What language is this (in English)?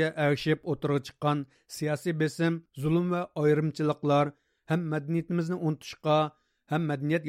Uyghur